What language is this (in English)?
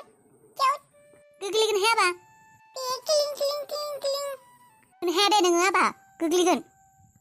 Bodo